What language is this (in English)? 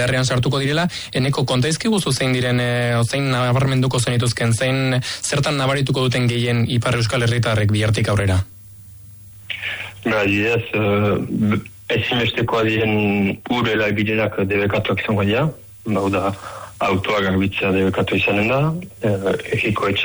Basque